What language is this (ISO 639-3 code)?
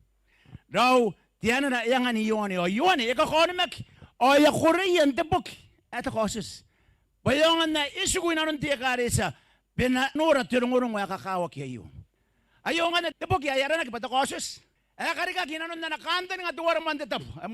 gil